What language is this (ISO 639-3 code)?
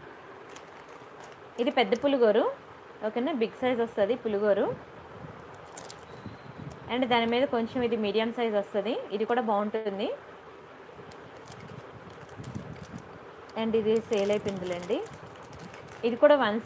tel